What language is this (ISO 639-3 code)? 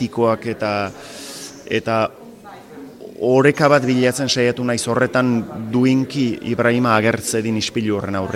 eus